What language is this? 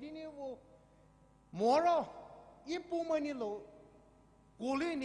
Poumei Naga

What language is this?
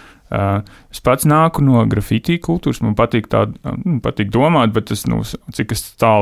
Latvian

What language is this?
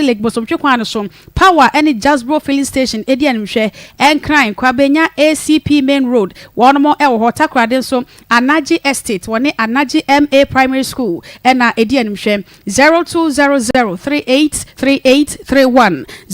Akan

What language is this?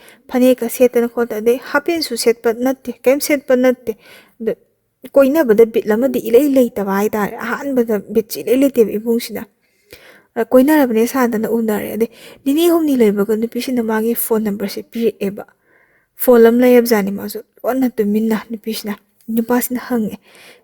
Manipuri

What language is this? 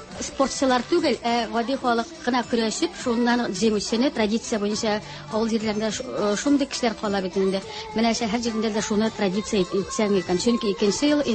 Tatar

